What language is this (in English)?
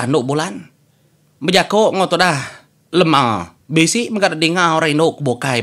Iban